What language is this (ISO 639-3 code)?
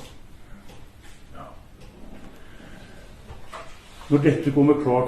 nor